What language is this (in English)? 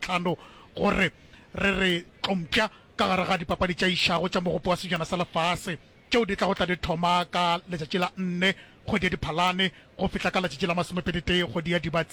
Northern Sotho